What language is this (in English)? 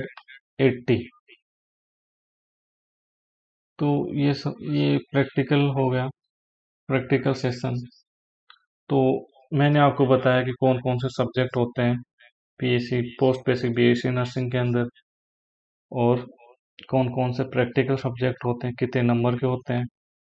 Hindi